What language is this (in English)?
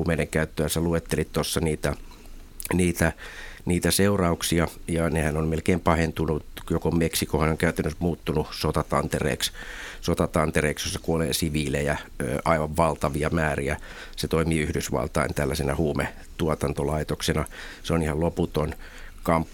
Finnish